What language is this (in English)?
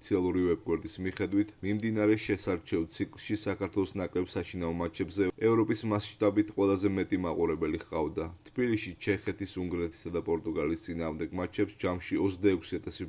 Georgian